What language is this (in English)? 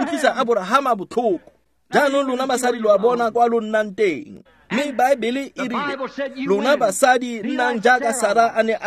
Tswana